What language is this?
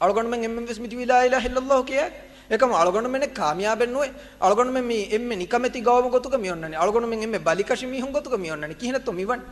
Divehi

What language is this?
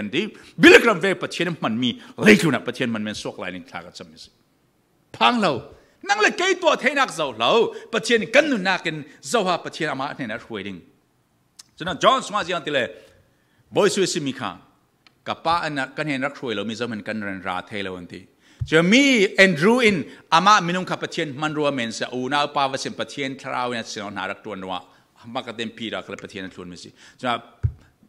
Falam Chin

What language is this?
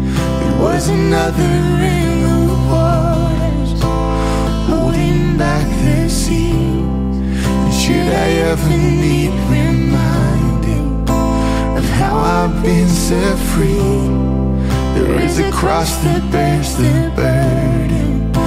English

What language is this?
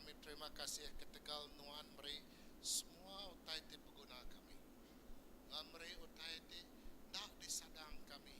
Iban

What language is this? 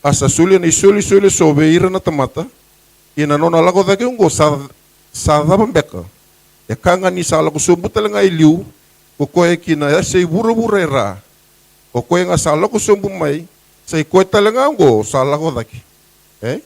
Fijian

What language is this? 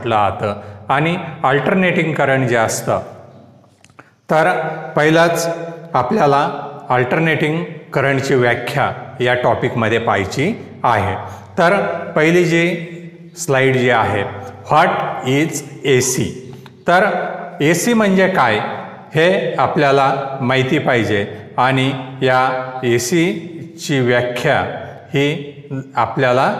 Marathi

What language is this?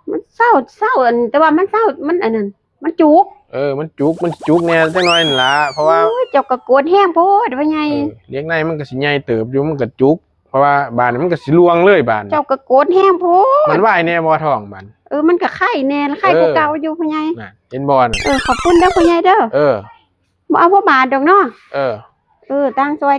Northeastern Thai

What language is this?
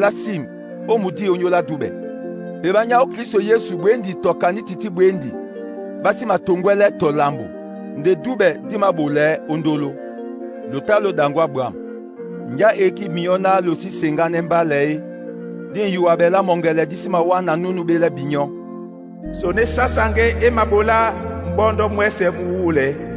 Duala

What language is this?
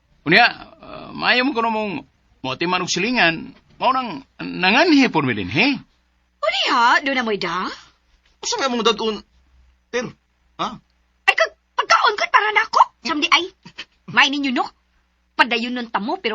Cebuano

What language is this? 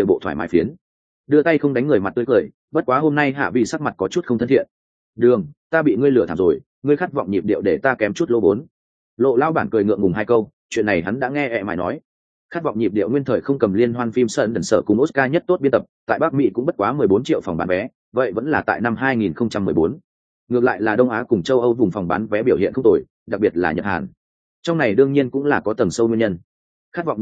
Vietnamese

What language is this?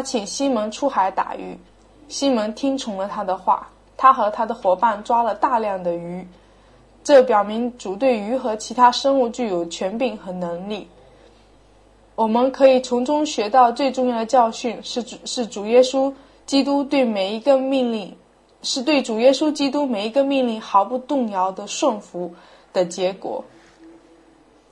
Chinese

